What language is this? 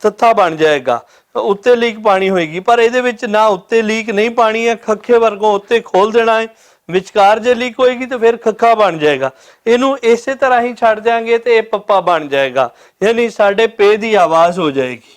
Western Panjabi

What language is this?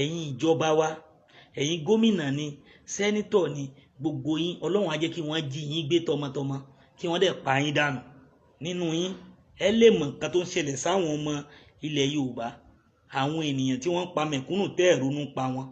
Yoruba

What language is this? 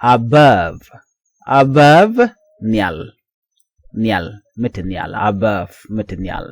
Nuer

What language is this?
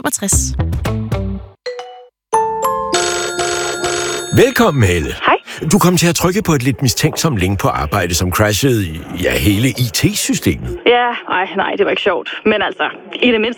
Danish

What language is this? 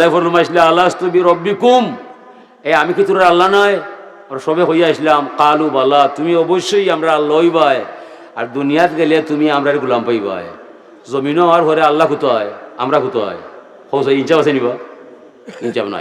Sylheti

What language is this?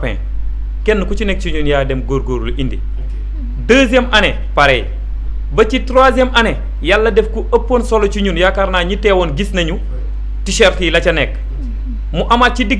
Wolof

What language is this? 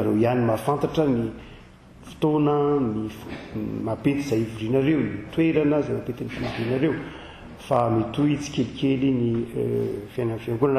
Malagasy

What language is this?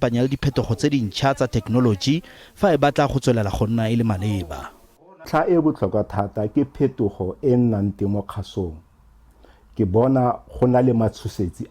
Tswana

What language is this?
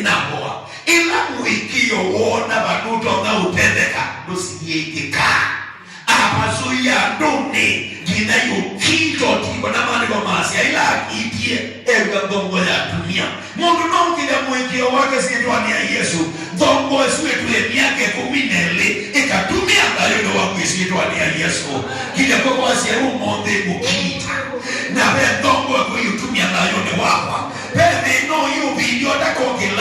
Kamba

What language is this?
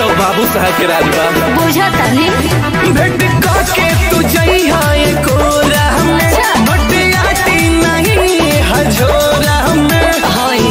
Bhojpuri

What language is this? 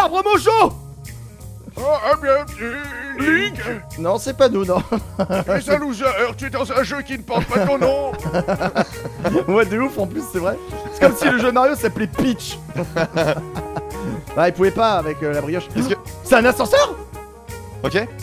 French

